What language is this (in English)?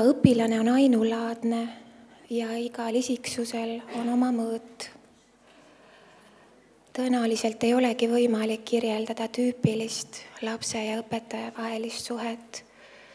Estonian